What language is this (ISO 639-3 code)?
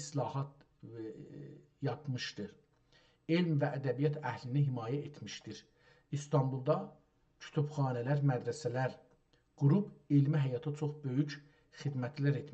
azb